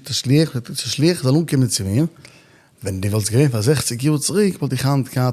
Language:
Yiddish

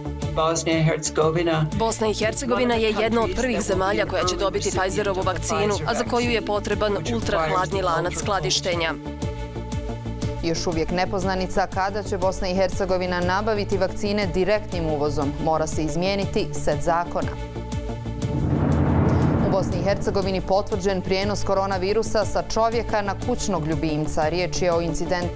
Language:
Bosnian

